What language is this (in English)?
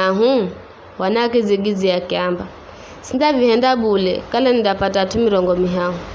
Giryama